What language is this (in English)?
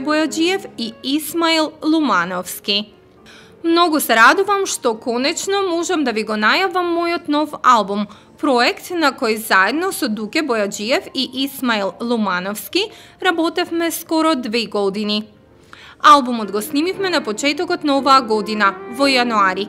Macedonian